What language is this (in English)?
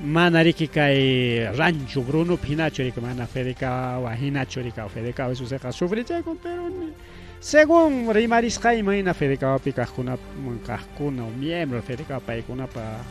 Ayacucho Quechua